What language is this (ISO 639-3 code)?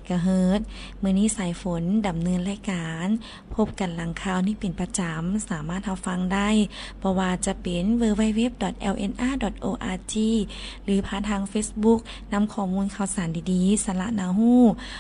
lao